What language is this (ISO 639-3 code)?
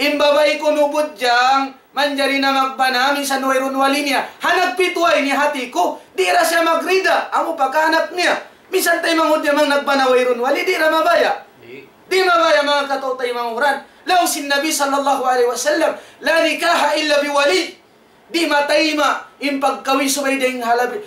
tsg